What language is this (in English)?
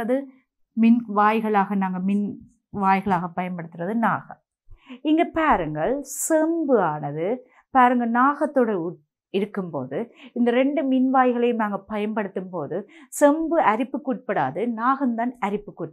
Tamil